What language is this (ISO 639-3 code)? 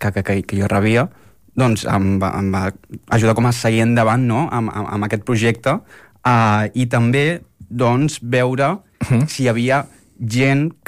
cat